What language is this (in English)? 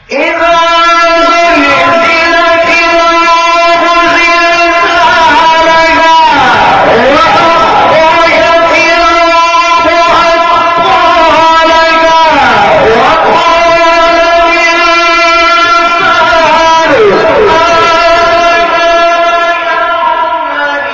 Arabic